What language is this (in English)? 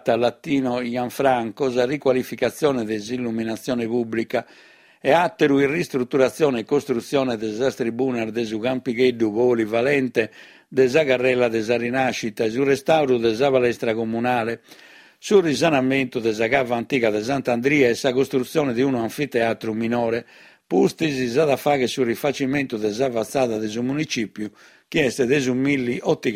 Sardinian